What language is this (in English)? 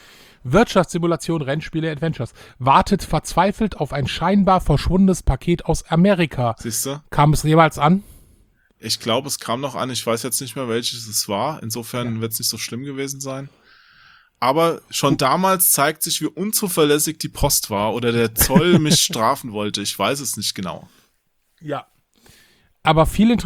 German